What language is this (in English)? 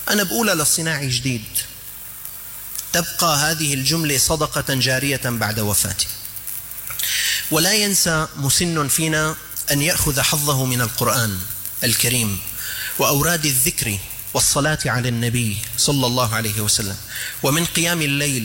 Arabic